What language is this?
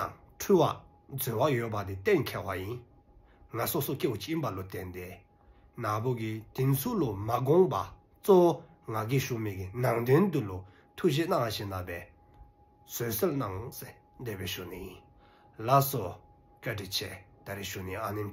Dzongkha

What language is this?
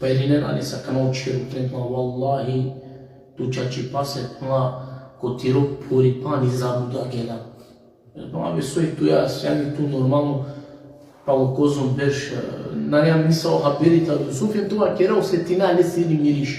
Balkan Romani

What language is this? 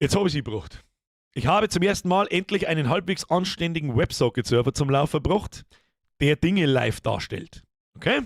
Bavarian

